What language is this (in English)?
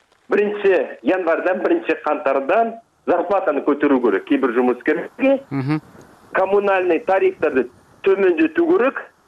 Kyrgyz